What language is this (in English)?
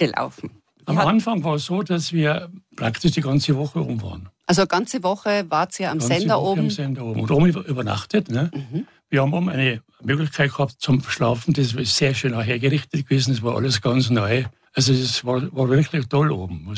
German